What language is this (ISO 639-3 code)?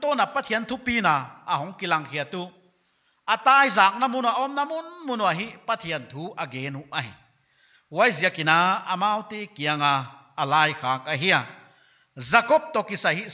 pck